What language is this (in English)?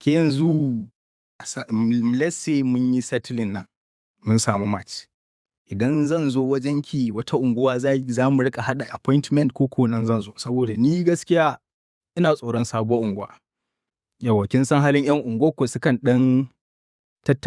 Hausa